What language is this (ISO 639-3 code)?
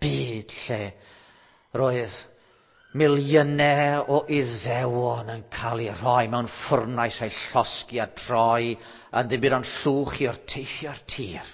cym